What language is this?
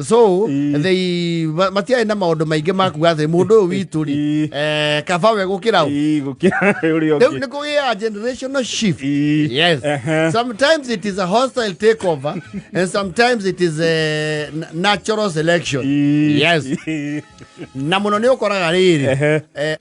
Kikuyu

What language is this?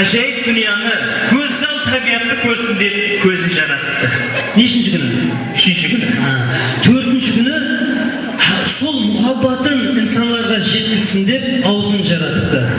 Kara-Kalpak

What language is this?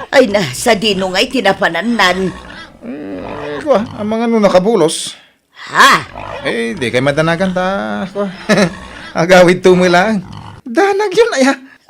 Iloko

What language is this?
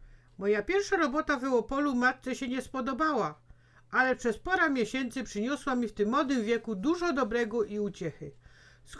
Silesian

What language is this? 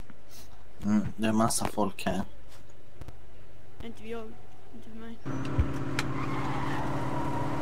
Swedish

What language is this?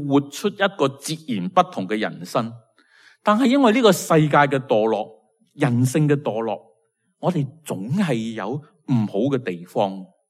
Cantonese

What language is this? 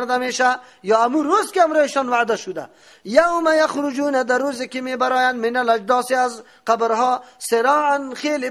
Persian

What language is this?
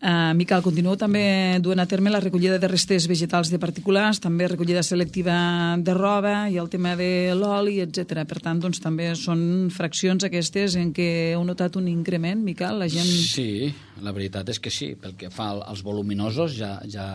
Catalan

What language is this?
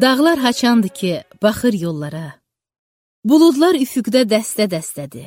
Azerbaijani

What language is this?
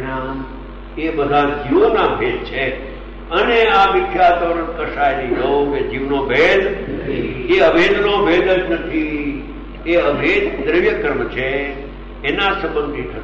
Gujarati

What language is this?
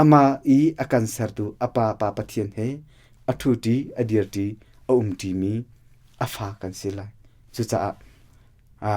Hakha Chin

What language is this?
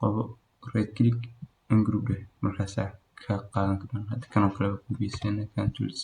Somali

